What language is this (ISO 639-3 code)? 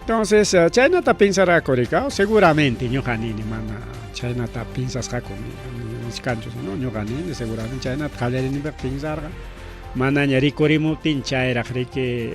quy